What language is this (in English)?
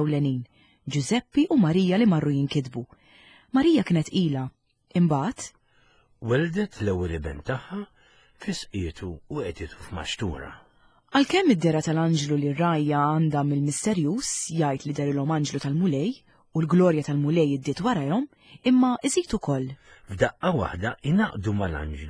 Maltese